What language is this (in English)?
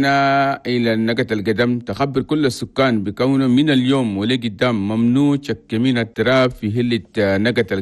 Chadian Arabic